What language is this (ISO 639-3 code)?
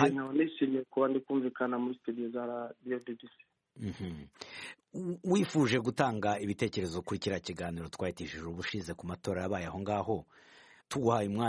kin